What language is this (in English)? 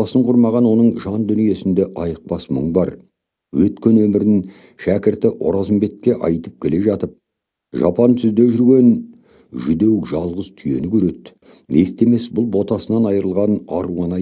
Kazakh